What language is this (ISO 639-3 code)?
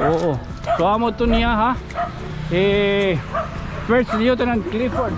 war